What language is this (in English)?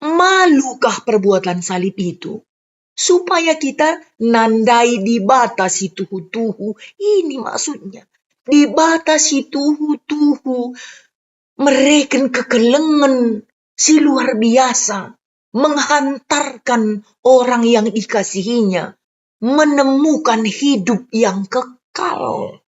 Batak Karo